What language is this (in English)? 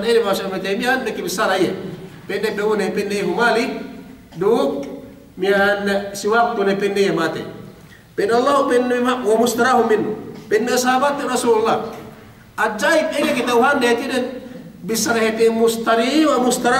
Yakan